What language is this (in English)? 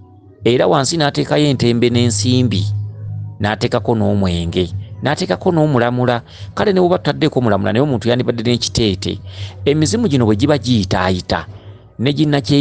Ganda